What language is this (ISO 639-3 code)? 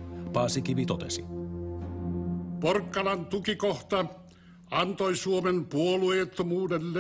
fin